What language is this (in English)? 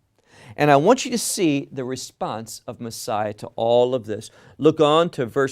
English